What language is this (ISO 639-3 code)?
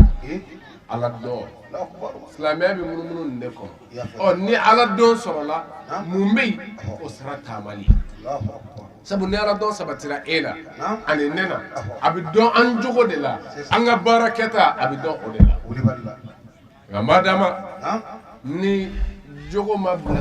bam